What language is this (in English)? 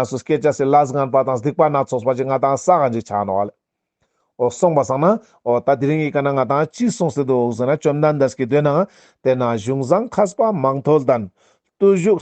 Ladakhi